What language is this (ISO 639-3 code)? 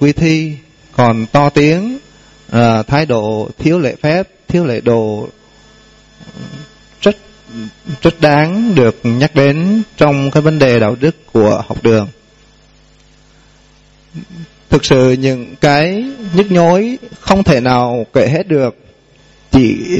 vie